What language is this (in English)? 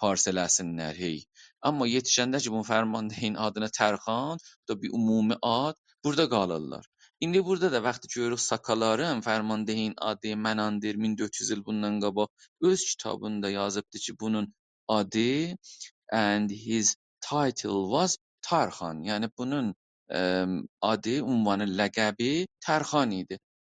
South Azerbaijani